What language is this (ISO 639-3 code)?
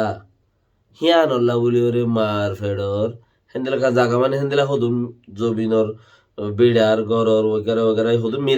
rhg